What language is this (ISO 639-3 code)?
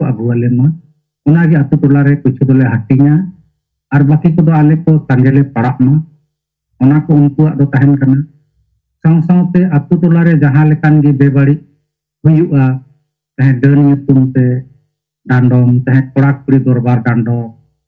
sat